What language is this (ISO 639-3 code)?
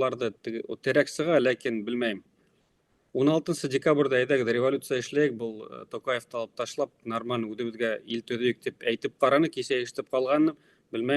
bak